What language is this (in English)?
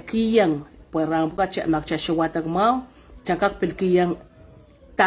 Pohnpeian